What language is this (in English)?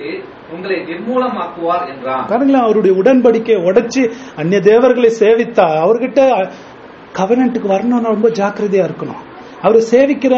Tamil